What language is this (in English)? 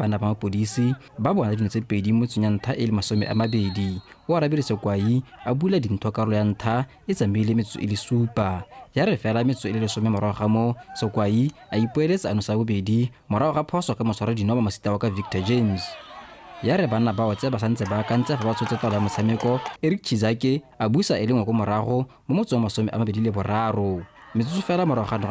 Tswana